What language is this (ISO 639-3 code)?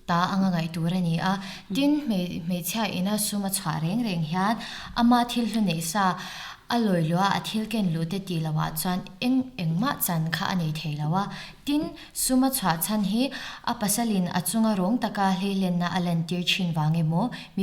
lus